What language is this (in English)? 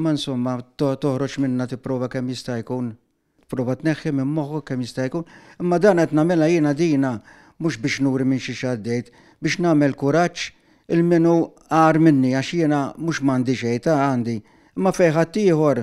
Maltese